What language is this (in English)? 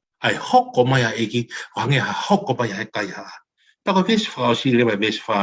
Tongan